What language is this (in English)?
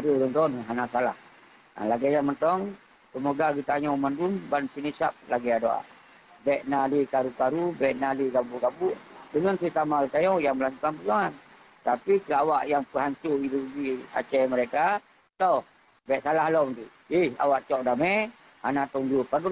Achinese